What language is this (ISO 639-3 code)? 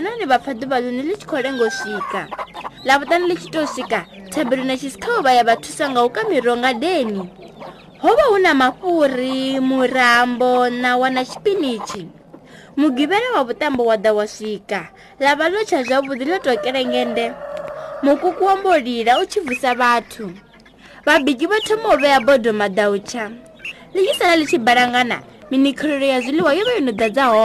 ven